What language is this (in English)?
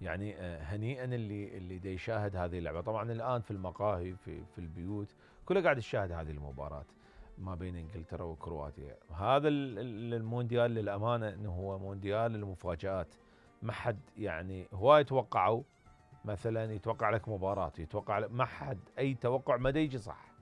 Mesopotamian Arabic